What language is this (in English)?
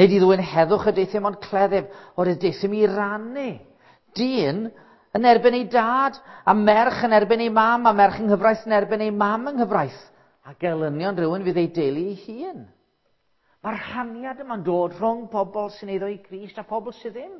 Welsh